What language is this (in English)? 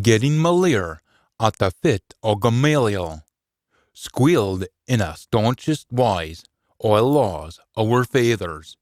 Scots